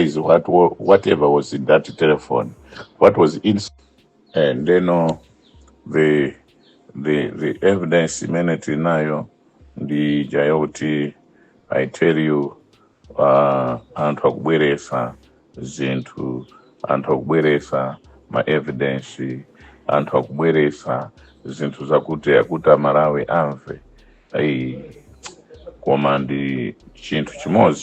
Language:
Nyanja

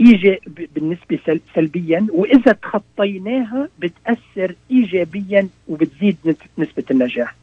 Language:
North Levantine Arabic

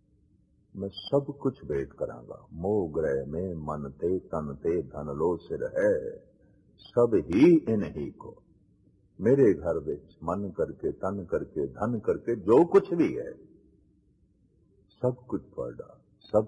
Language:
Punjabi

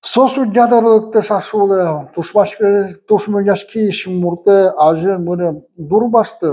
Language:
Udmurt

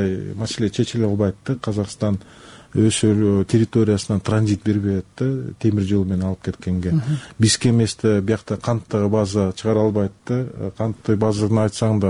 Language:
Kyrgyz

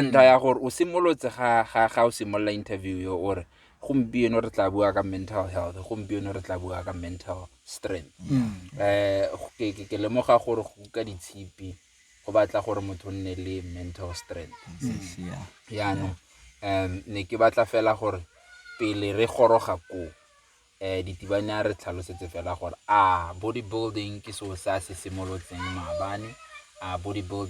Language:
Tswana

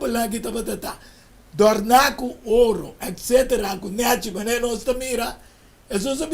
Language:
Papiamento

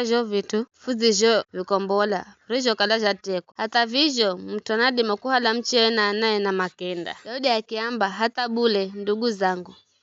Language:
Giryama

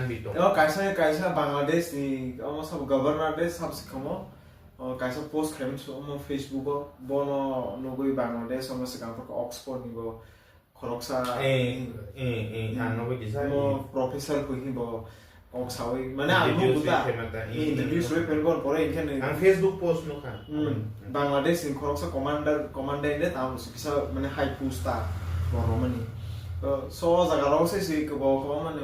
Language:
Kok Borok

